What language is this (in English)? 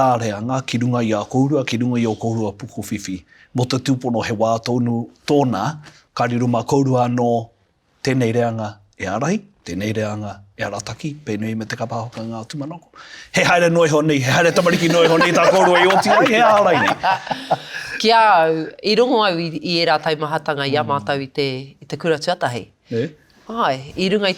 Māori